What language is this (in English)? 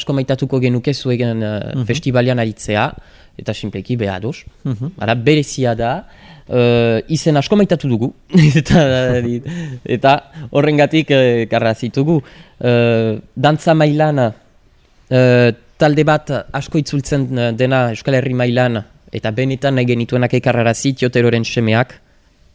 Basque